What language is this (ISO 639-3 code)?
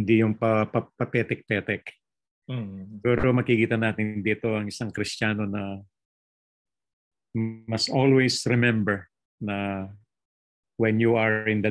fil